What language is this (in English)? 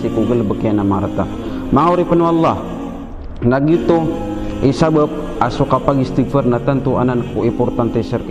Maranao